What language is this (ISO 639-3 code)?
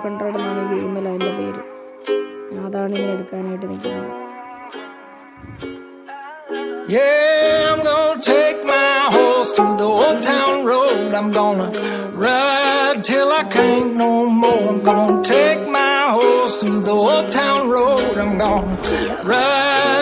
mal